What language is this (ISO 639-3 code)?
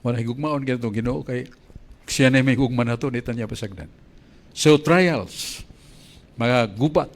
ceb